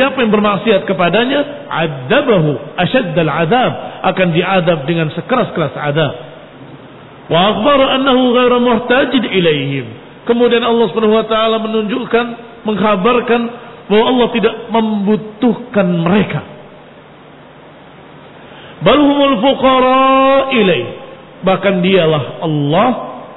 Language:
Indonesian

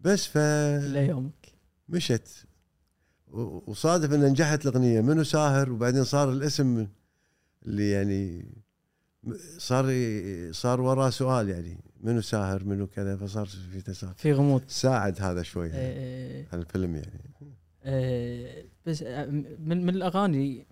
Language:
Gulf Arabic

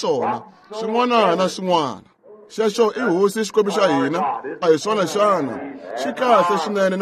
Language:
Tsonga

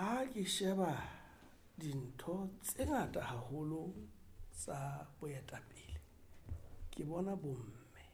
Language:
Southern Sotho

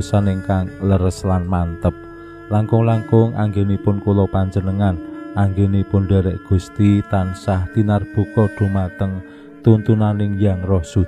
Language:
Javanese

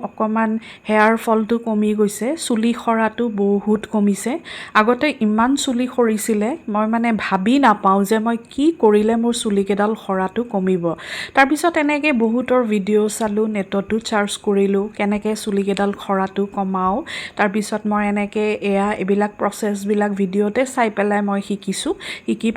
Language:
Assamese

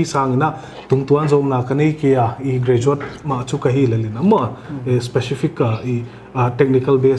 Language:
Paite Chin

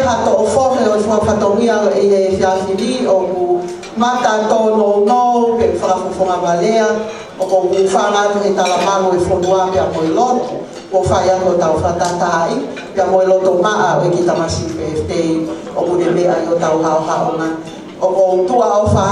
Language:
Tongan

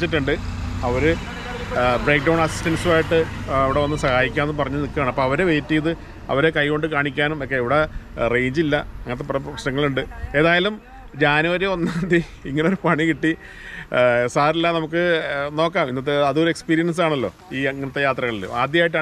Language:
Malayalam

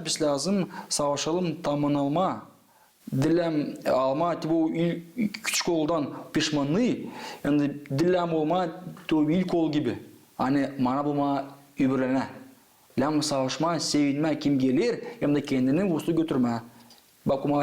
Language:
Gagauz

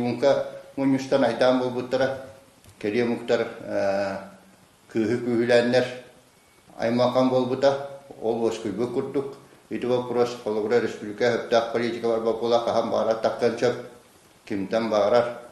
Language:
Yakut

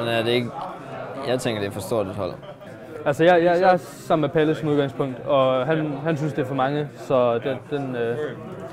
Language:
Danish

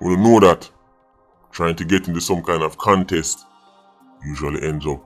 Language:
Jamaican Creole English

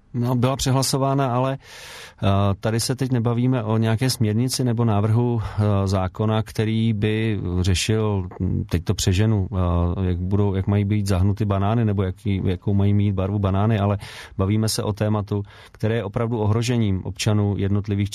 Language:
Czech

